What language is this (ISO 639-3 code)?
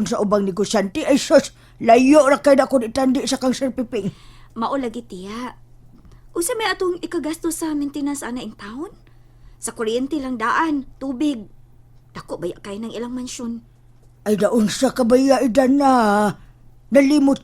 ceb